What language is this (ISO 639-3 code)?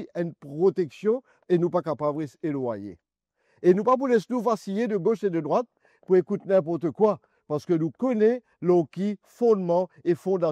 mfe